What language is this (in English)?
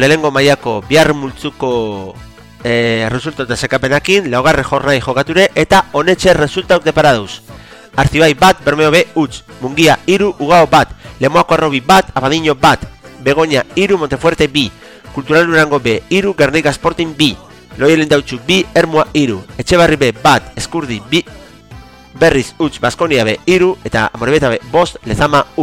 Basque